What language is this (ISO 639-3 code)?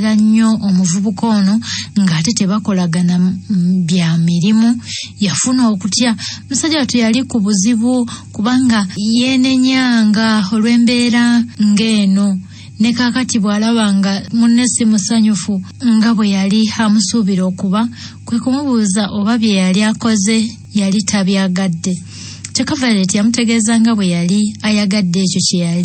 lug